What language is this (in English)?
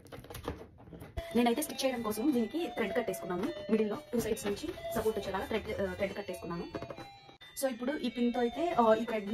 Telugu